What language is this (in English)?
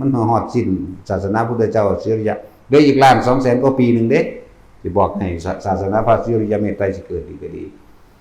Northeastern Thai